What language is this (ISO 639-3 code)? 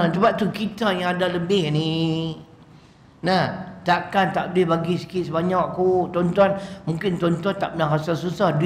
msa